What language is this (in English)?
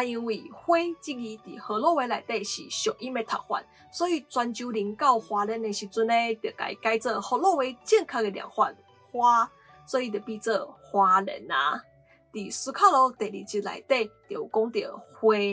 Min Nan Chinese